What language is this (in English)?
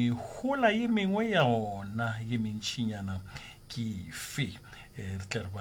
Northern Sotho